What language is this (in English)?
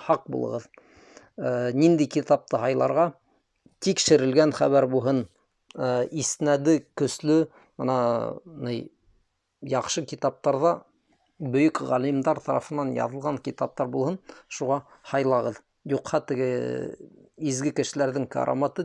Bashkir